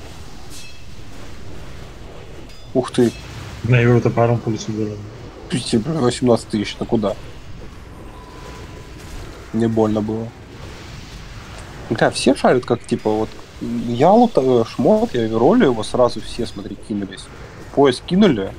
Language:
Russian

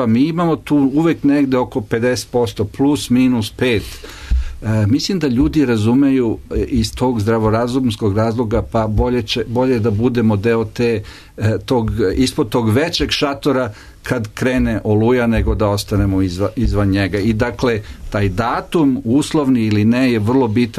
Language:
Serbian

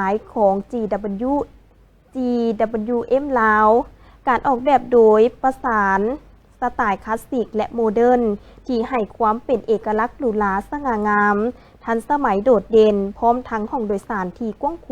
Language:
Lao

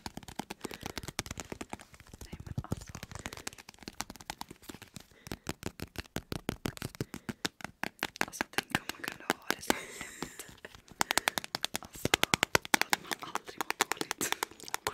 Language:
Swedish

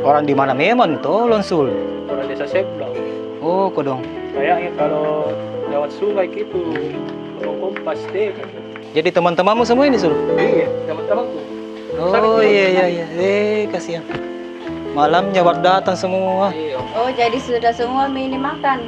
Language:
Makassar Malay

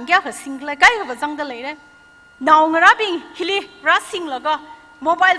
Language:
Tangkhul Naga (India)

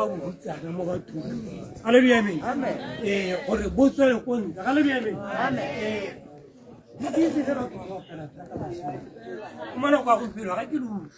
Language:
Tswana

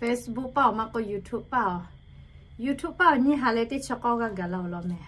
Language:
Lahu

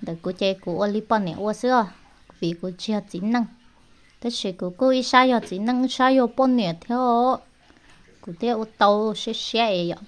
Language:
Hmong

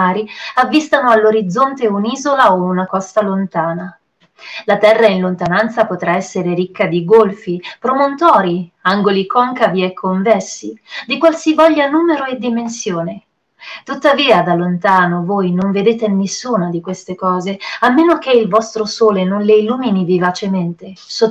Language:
Italian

